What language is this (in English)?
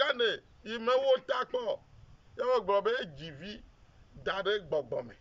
Ewe